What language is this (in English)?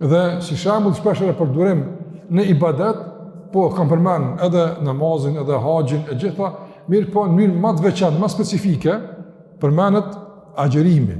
Albanian